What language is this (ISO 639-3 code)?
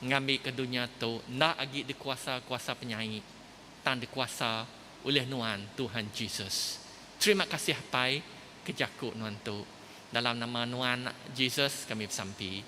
iba